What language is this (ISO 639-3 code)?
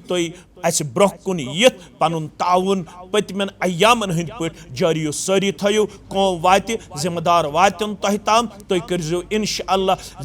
kas